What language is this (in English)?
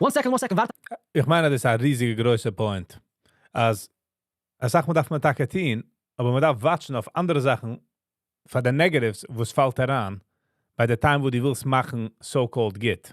Yiddish